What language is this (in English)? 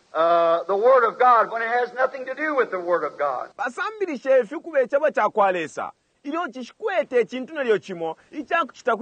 Bemba